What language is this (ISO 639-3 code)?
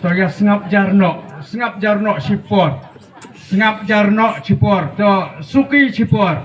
kha